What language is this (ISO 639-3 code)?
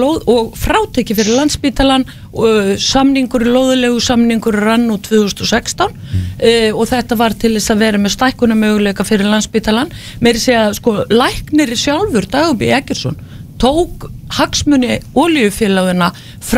isl